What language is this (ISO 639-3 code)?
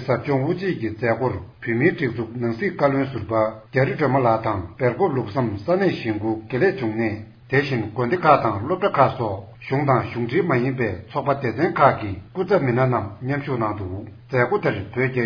bod